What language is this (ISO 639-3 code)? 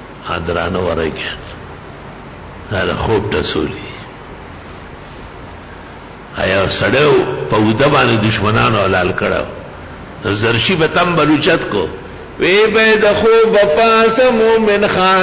urd